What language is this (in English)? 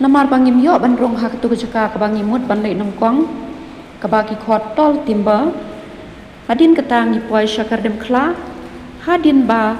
Khasi